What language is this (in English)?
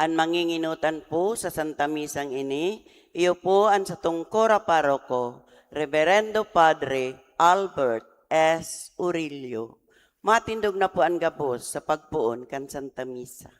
Bikol